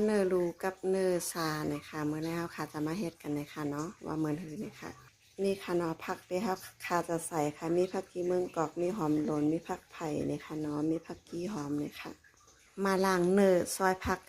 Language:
Shan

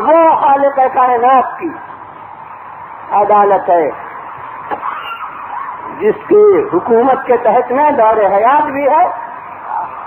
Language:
Urdu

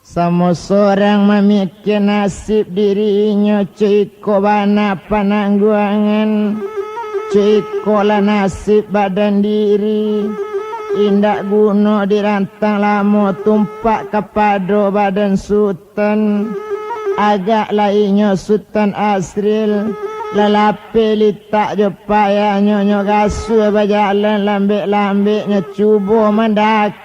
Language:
Minangkabau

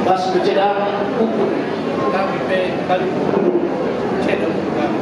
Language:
Batak Karo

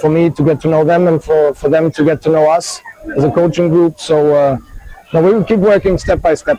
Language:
Bislama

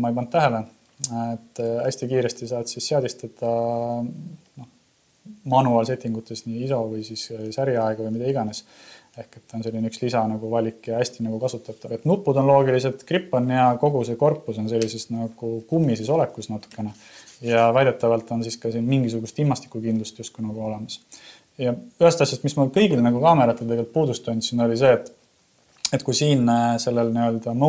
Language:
Estonian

